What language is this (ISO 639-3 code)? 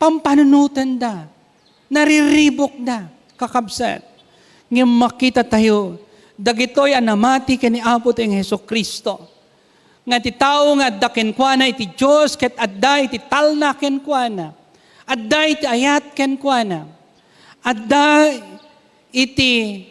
ilo